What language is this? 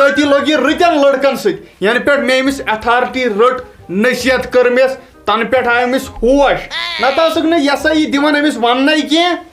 Kashmiri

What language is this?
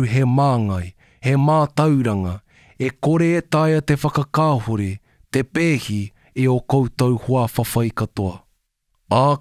Māori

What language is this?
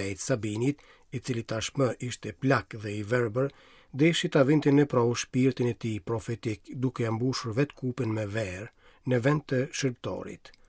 Albanian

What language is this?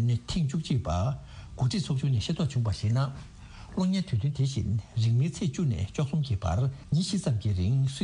Tibetan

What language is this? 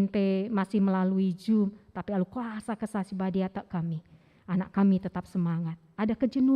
Batak Karo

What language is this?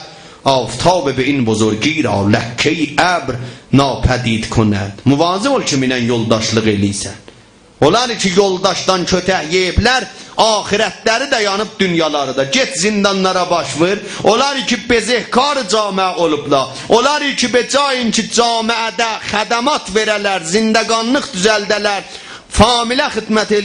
South Azerbaijani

